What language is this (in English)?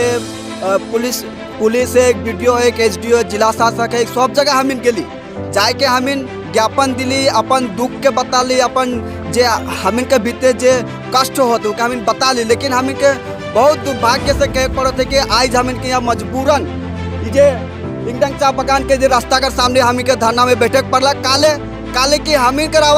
Sadri